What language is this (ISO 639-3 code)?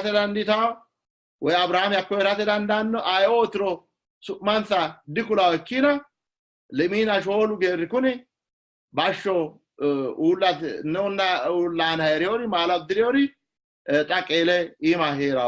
sid